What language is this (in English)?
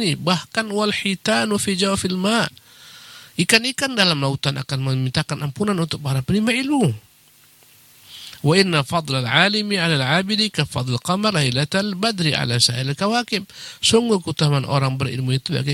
Indonesian